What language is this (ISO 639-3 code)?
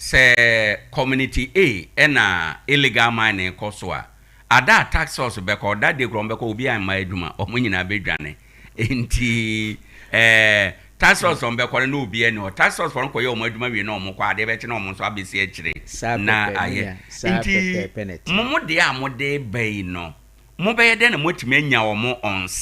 aka